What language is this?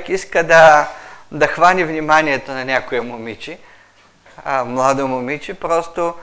Bulgarian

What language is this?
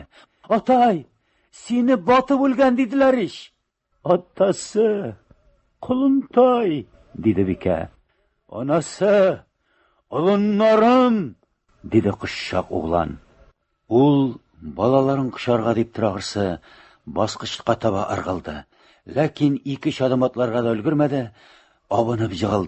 Tatar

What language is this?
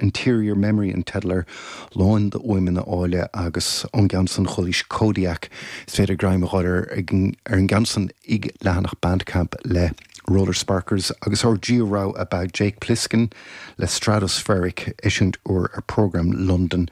Irish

